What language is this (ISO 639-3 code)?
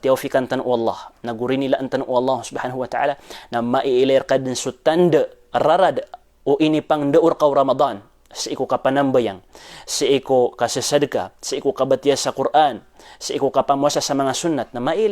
mrw